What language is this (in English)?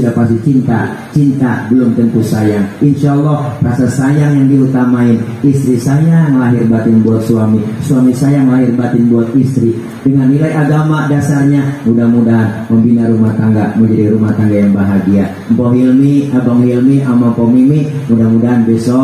Betawi